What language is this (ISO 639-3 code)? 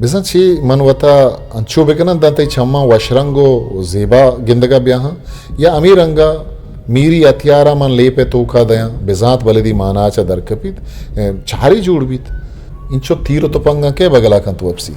bgp